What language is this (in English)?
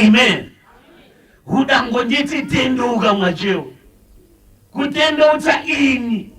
Shona